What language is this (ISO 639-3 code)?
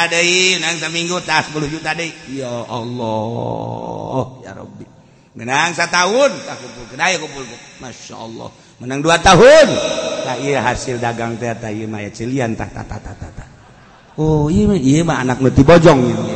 sun